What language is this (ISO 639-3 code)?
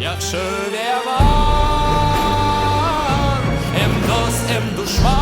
crh